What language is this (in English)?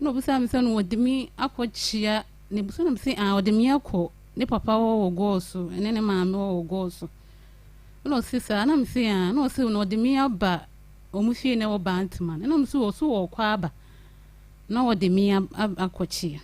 Akan